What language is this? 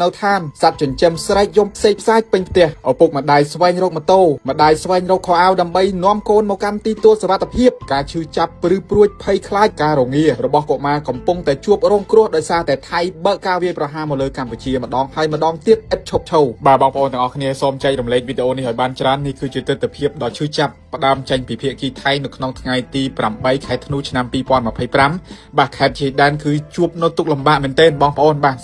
Khmer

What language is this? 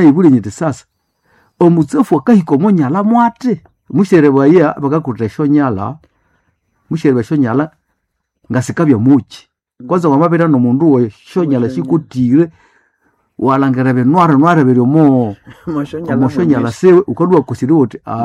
Nande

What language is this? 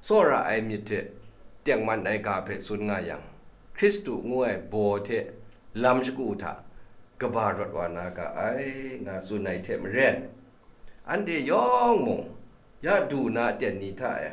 Kachin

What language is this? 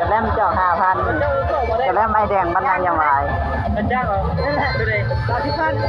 Lao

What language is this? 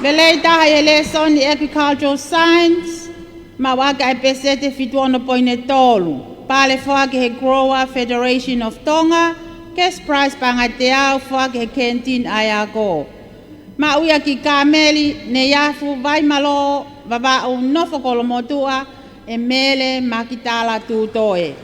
Tongan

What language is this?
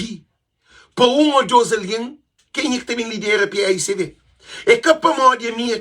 Kabuverdianu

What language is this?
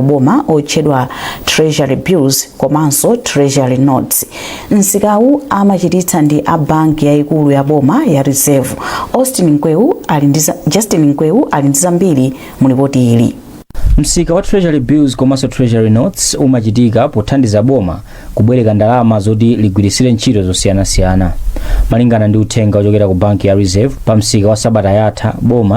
Nyanja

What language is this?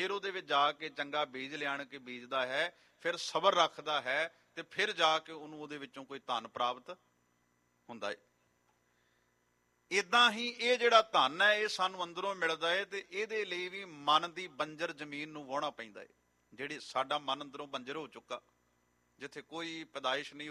Punjabi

